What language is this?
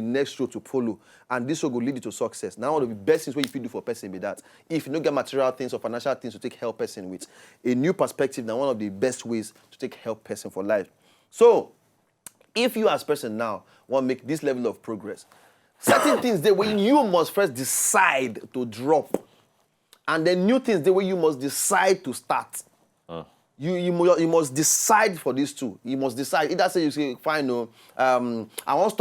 Nigerian Pidgin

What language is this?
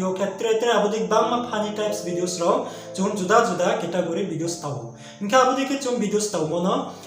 Riang (India)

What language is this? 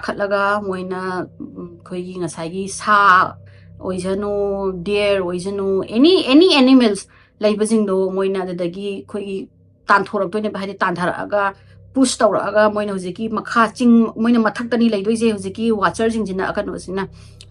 Manipuri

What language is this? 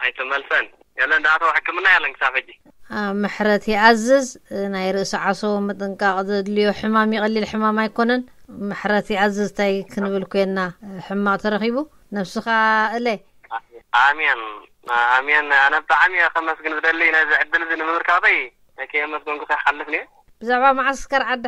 Tigrinya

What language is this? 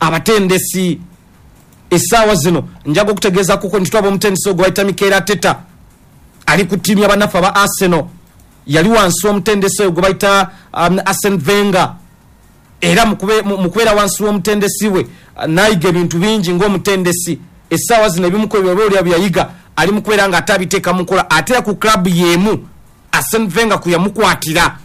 Ganda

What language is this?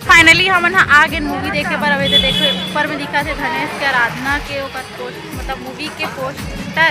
Chhattisgarhi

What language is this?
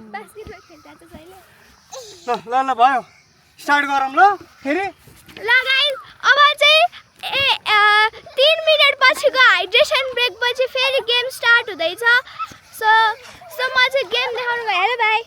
Nepali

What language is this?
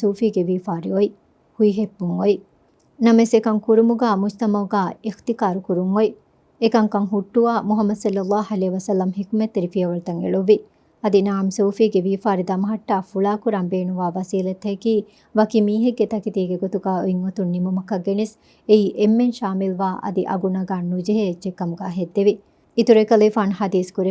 Divehi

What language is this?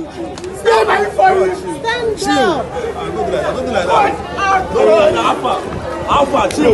Nigerian Pidgin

